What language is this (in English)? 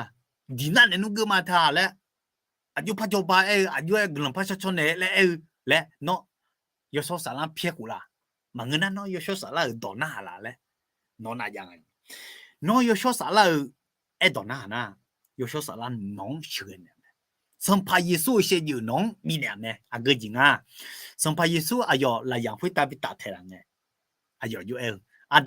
Akha